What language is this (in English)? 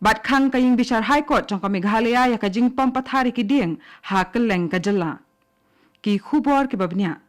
Khasi